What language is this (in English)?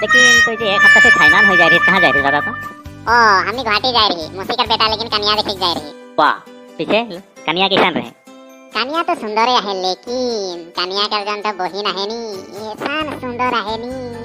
Sadri